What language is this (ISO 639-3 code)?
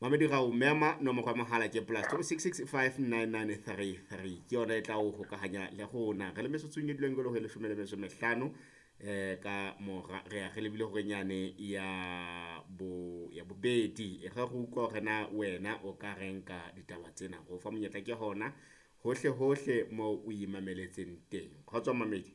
sot